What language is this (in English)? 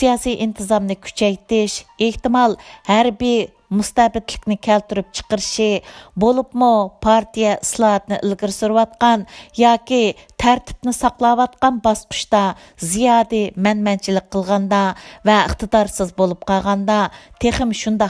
Uyghur